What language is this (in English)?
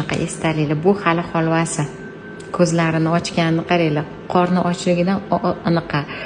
Uzbek